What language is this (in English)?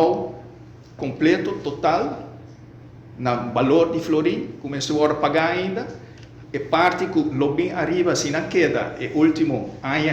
Papiamento